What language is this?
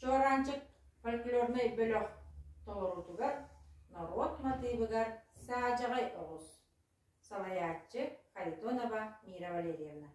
Yakut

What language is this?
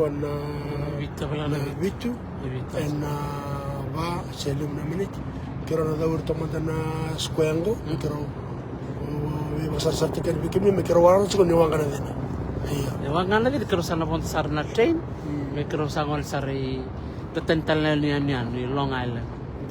Fijian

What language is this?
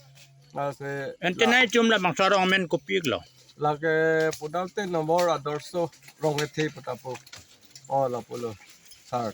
Karbi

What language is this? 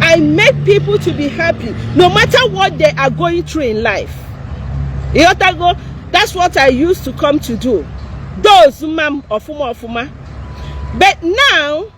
Igbo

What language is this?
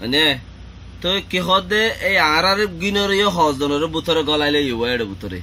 Rohingya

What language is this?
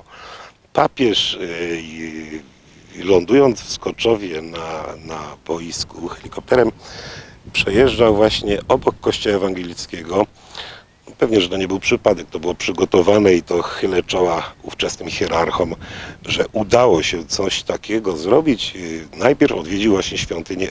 Polish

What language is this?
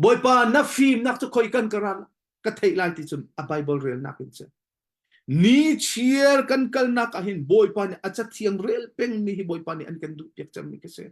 Hakha Chin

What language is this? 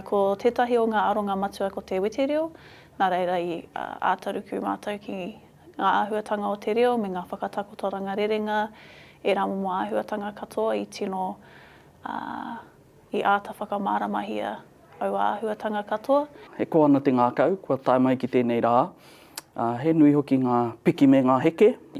Māori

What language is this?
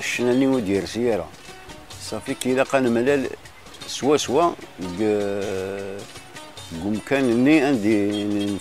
Kabyle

